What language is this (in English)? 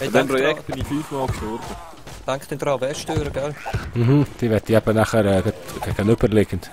Swiss German